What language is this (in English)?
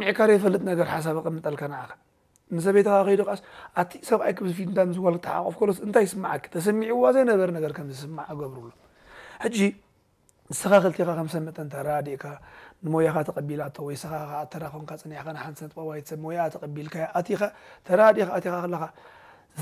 Tigrinya